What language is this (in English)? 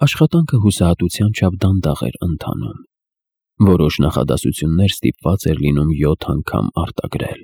Armenian